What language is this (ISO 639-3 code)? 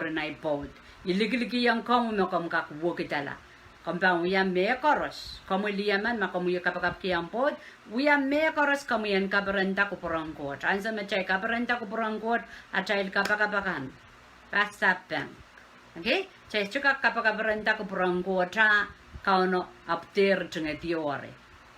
pon